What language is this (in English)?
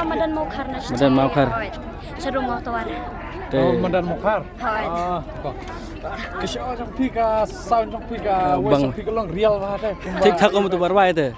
Khasi